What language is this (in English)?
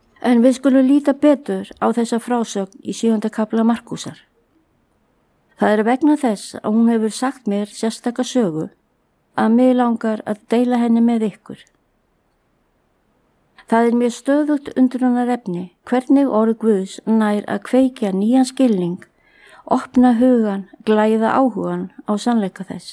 Icelandic